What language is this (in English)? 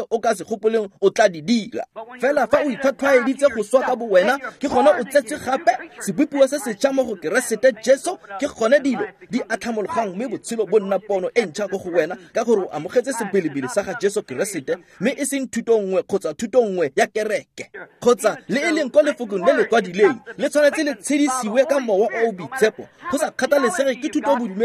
Tswana